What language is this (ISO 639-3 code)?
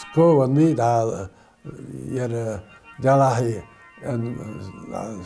inh